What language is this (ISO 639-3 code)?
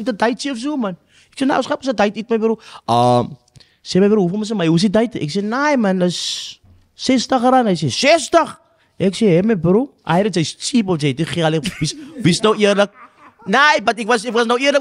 afr